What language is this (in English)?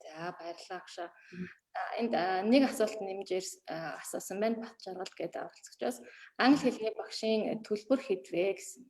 Mongolian